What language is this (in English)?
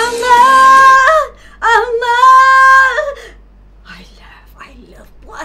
Malay